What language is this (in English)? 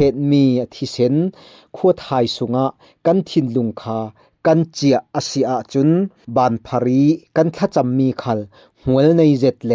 Falam Chin